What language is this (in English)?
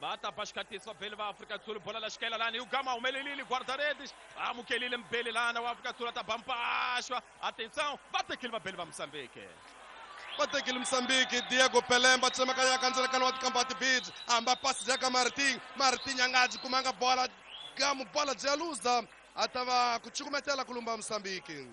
Tsonga